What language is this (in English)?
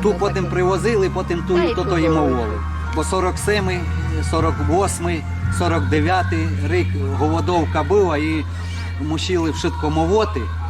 Rusyn